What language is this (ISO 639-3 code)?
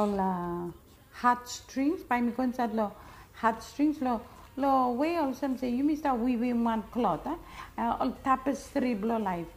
bis